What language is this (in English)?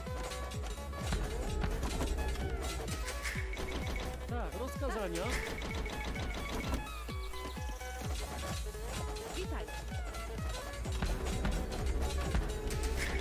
Polish